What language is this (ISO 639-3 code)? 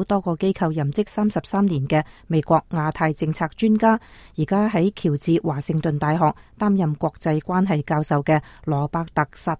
yue